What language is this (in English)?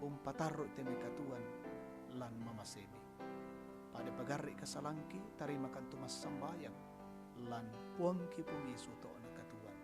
Toraja-Sa'dan